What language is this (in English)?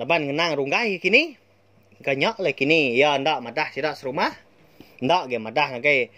Iban